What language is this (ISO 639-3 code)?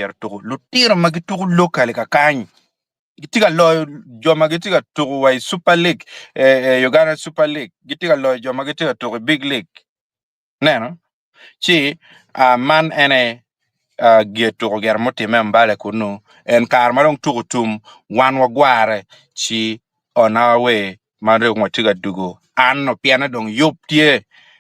ach